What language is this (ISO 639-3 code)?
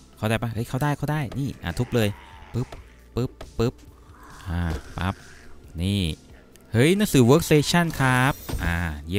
tha